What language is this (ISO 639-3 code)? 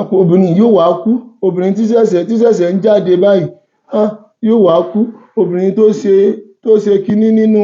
yor